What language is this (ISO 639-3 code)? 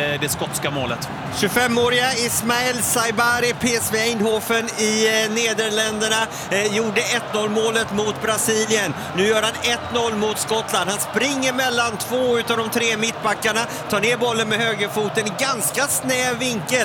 swe